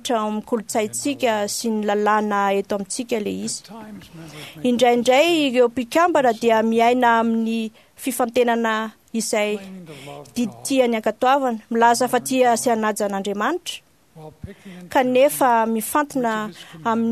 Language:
Malagasy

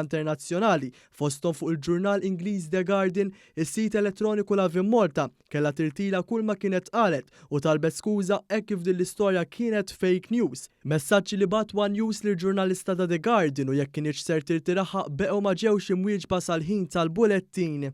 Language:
Maltese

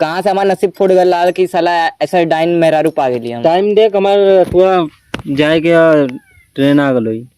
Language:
Awadhi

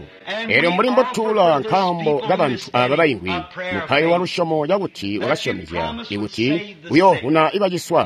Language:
Tonga (Zambia)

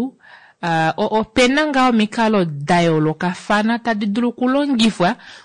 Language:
Kuanyama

